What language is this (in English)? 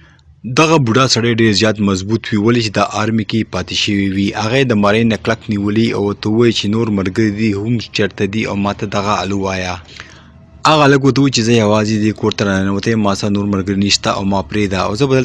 Pashto